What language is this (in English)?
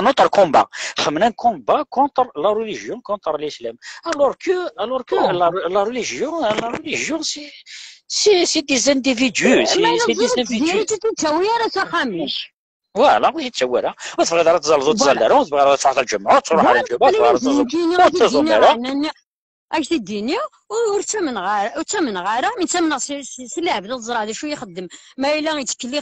Kabyle